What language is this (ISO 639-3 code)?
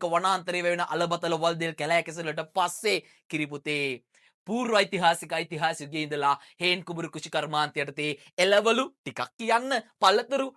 sin